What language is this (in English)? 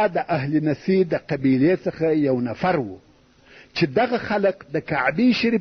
Pashto